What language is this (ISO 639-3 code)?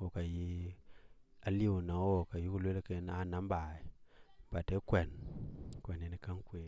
din